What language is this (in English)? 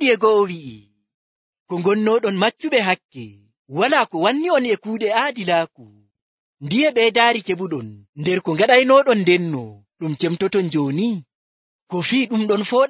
Nigerian Fulfulde